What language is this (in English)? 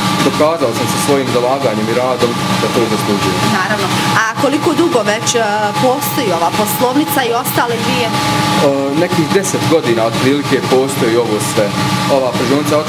Bosnian